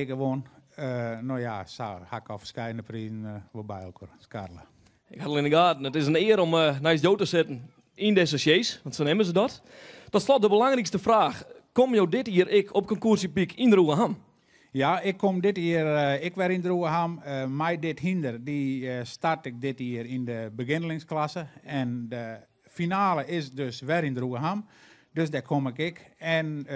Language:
Western Frisian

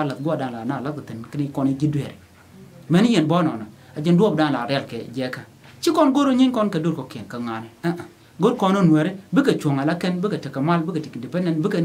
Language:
Nuer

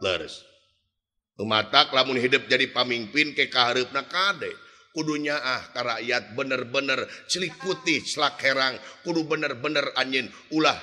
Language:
Sundanese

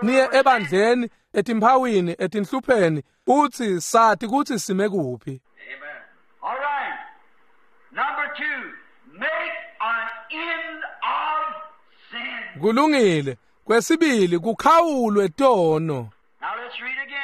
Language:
Swati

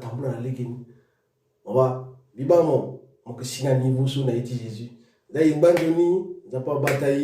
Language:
Sango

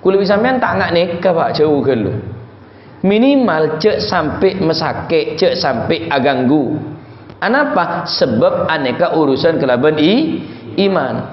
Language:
Madurese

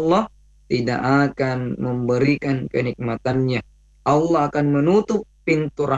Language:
Indonesian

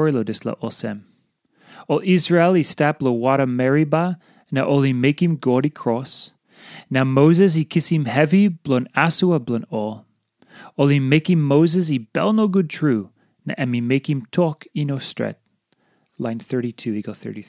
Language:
Tok Pisin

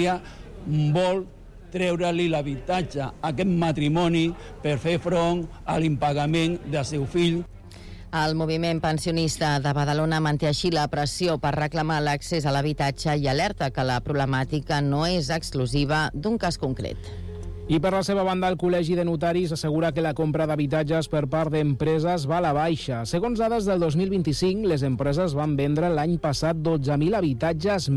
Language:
Catalan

